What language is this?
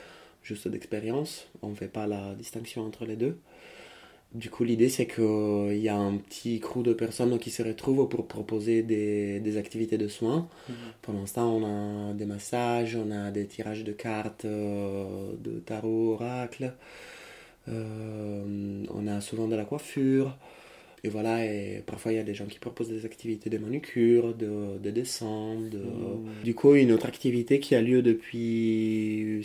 French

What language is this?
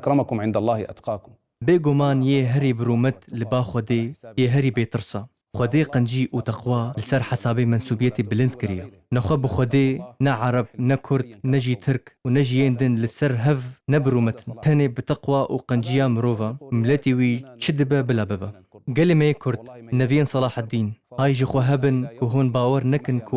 Kurdish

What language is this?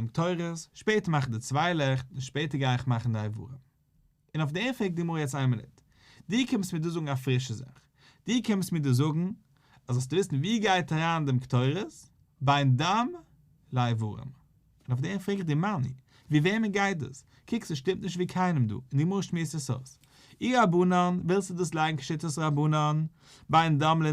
Yiddish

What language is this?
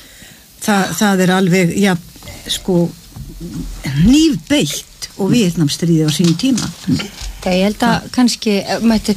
Icelandic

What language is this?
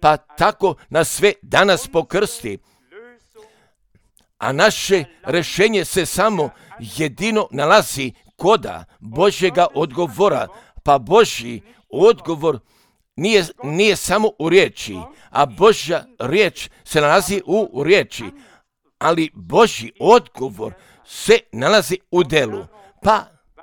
Croatian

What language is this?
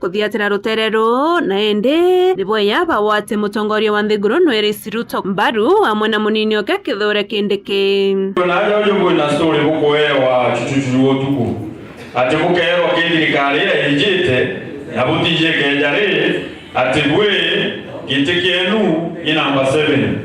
Meru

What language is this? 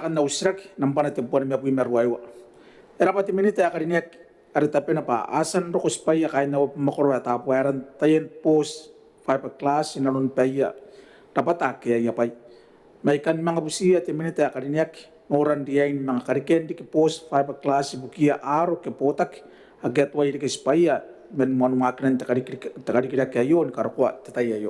Gilbertese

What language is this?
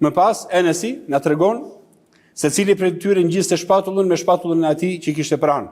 Albanian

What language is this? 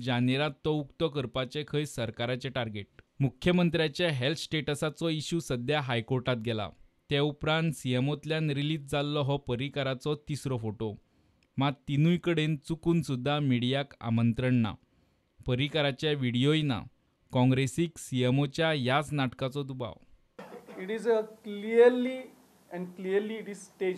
Konkani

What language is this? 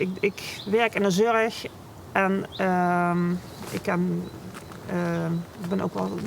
Limburgish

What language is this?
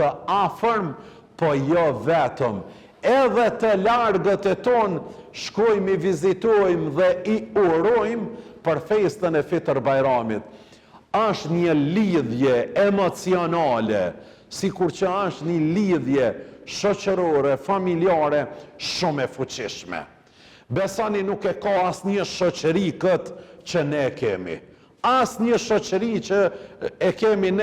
Albanian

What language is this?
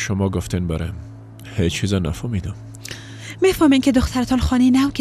Persian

